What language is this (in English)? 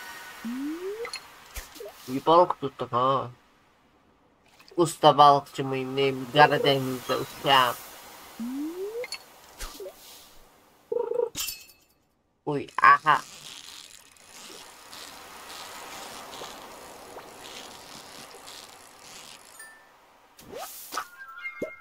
Turkish